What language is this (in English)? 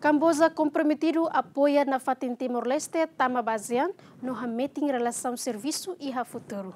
Tetum